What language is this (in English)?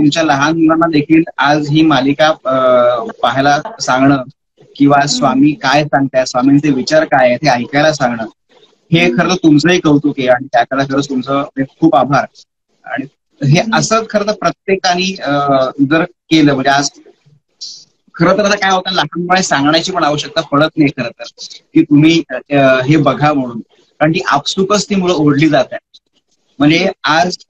Marathi